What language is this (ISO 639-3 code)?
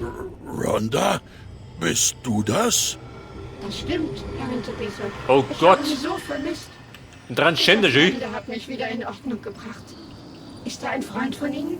bar